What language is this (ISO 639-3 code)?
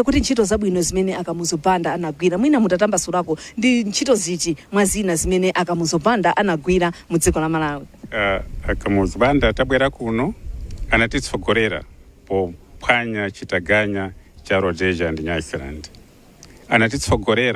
nya